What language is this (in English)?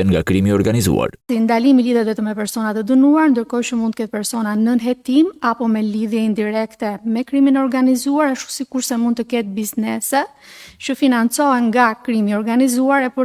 Albanian